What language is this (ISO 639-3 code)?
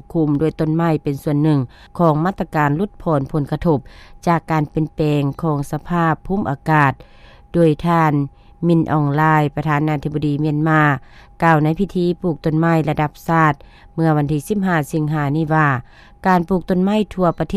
lao